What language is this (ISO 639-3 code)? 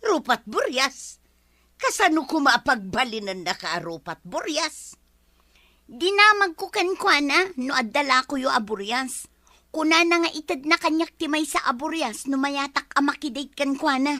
ilo